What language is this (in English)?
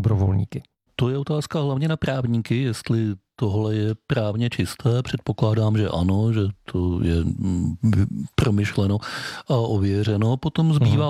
Czech